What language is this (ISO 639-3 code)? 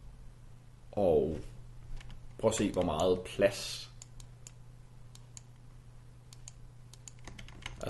dan